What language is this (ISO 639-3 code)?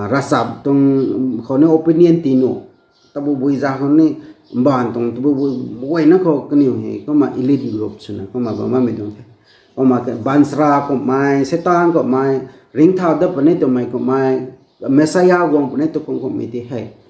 nbu